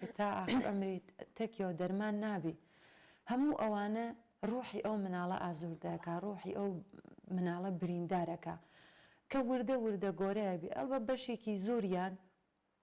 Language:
Central Kurdish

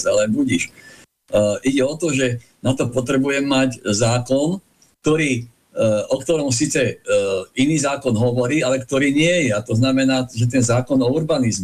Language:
Slovak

